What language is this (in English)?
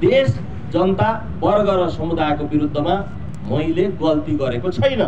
Nepali